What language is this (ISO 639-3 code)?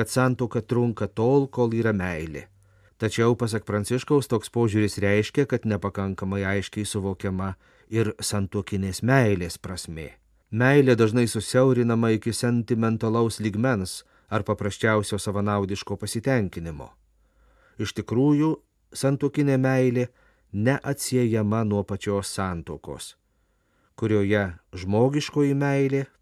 lit